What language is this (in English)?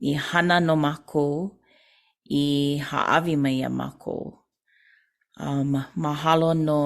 Hawaiian